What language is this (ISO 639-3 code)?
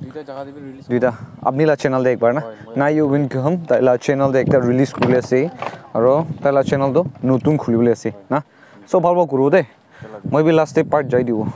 nag